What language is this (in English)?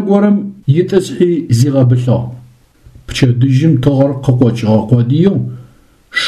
Adyghe